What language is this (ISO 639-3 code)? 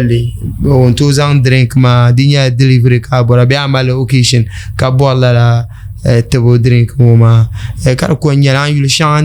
dag